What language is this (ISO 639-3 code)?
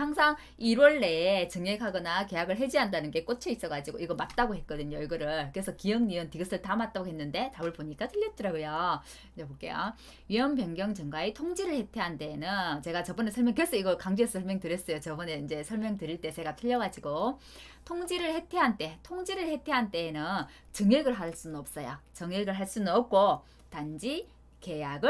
kor